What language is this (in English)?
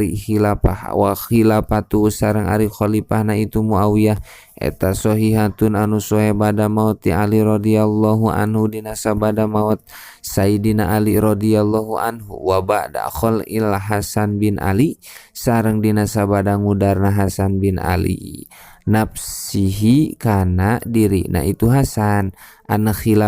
Sundanese